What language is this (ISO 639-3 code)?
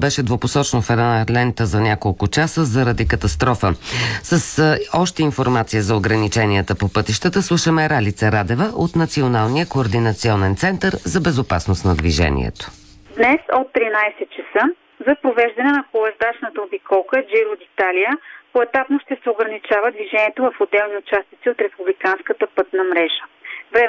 bul